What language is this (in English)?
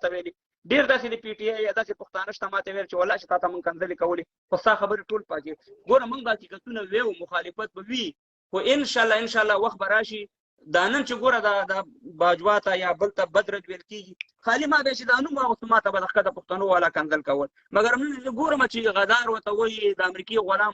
Pashto